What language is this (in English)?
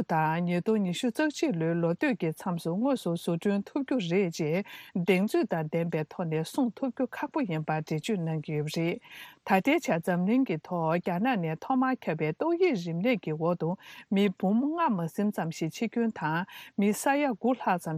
Tibetan